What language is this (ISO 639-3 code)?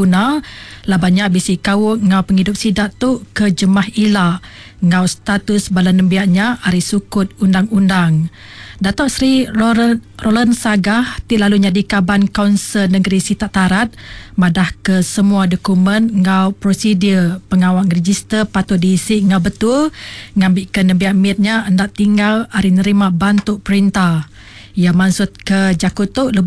iba